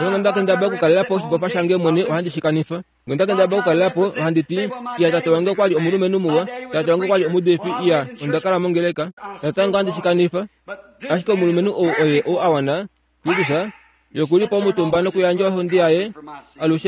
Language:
Kuanyama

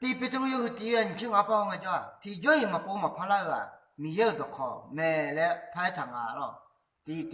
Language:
Akha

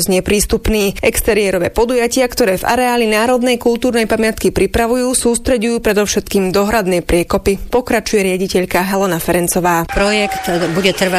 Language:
Slovak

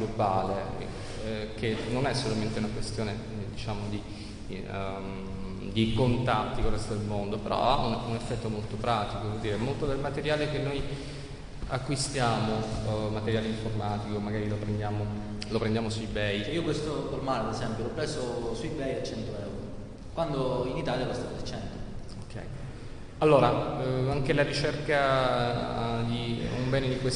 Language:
Italian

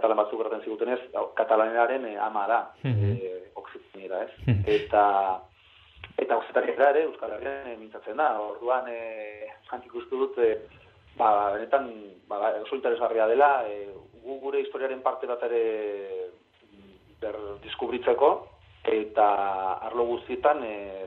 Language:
Basque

